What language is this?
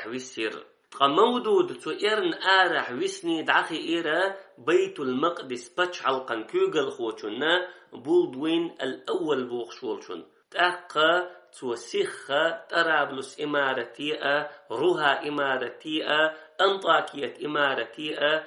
Chechen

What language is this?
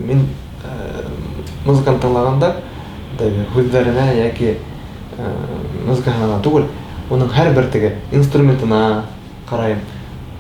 Bashkir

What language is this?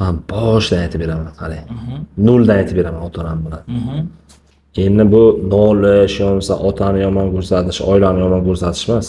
Uzbek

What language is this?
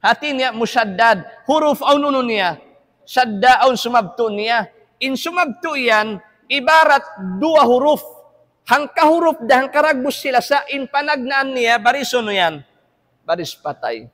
Tausug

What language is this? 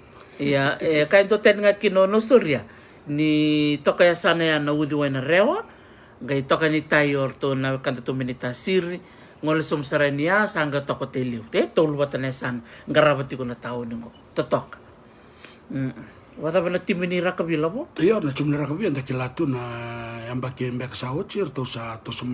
Fijian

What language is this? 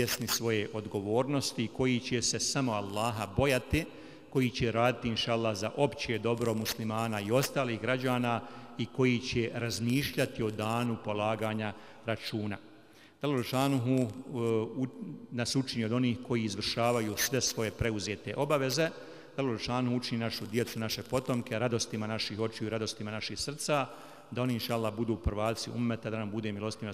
Bosnian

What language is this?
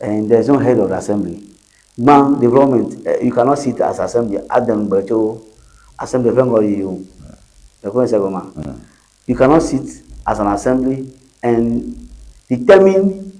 Ewe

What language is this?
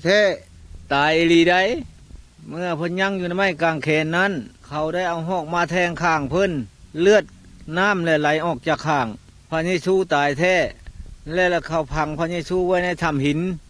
Lao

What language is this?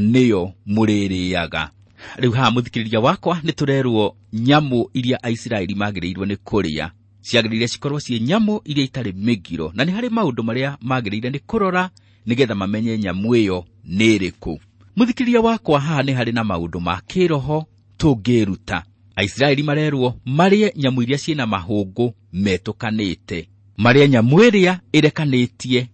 Kikuyu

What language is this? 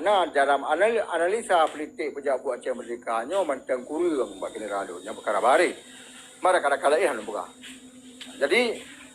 Achinese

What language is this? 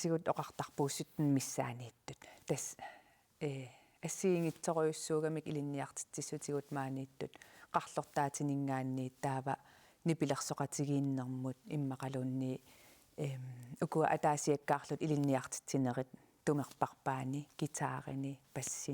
Kalaallisut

